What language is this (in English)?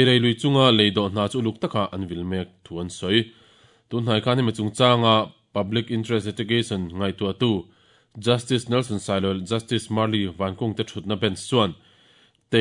Mizo